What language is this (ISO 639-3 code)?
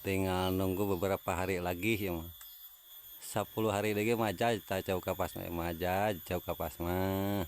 sun